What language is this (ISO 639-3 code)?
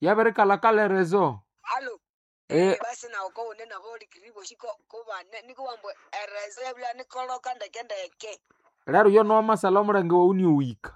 nnb